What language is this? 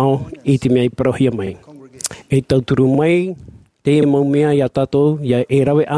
Tahitian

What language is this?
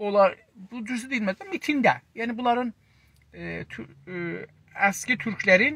South Azerbaijani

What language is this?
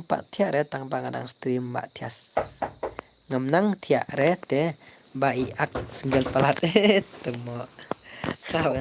Khasi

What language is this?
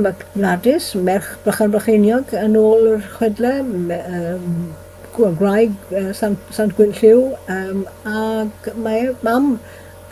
Welsh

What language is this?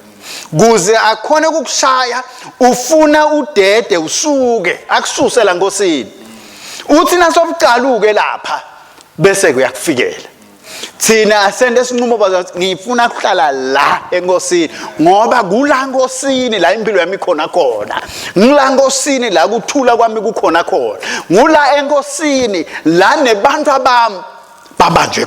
Swati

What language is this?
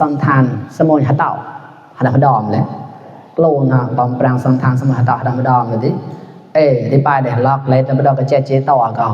Mon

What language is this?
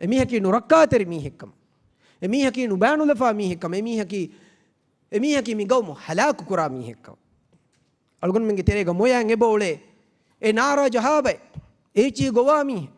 Divehi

